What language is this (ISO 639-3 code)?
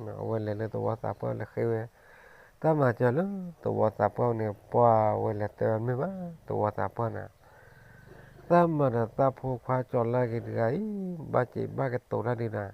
ksw